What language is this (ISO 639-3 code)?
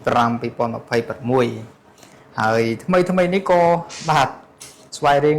khm